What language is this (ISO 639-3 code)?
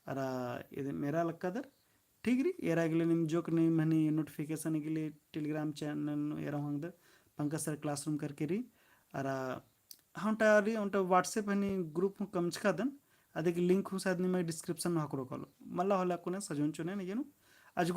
kru